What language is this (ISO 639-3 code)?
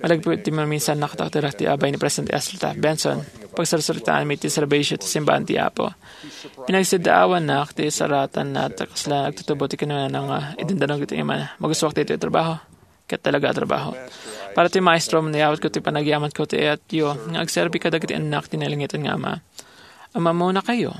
ilo